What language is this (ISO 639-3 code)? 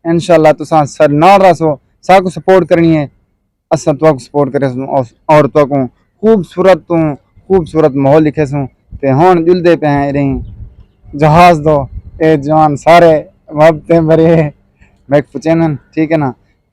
skr